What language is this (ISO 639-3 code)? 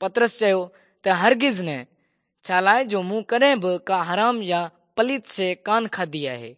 snd